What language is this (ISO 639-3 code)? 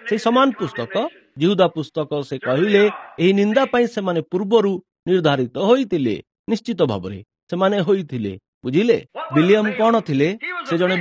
ori